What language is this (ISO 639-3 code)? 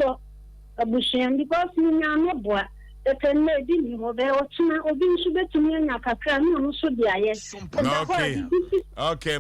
aka